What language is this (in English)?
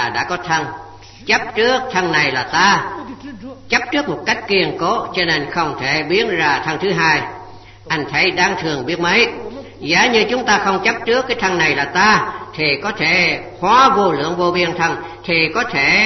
Vietnamese